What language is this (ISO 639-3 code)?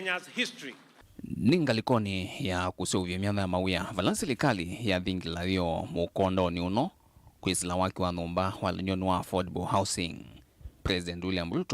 kam